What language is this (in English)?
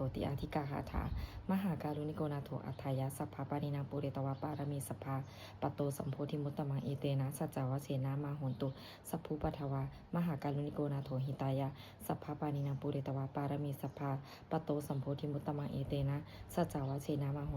Pali